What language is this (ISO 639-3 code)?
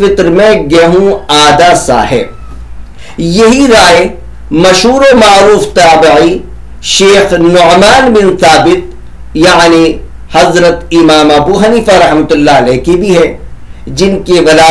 urd